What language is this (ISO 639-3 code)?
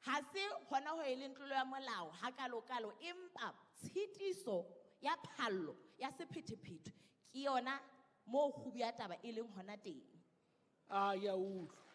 sot